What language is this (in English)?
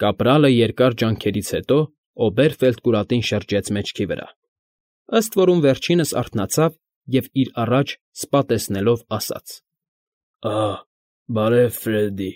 Armenian